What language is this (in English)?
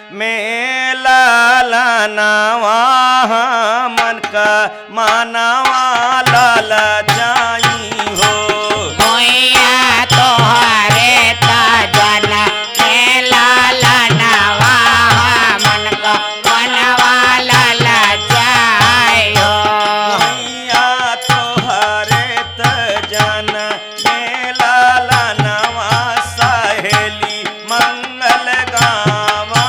Bhojpuri